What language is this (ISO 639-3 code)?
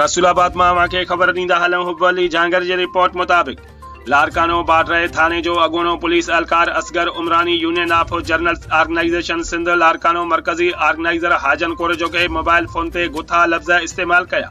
snd